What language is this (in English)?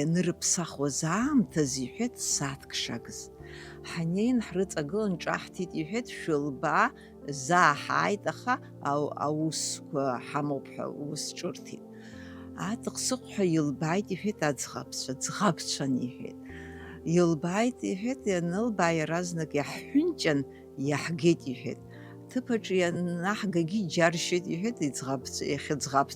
Abkhazian